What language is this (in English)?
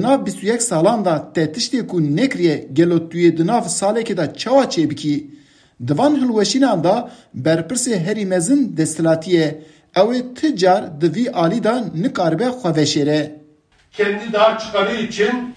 Kurdish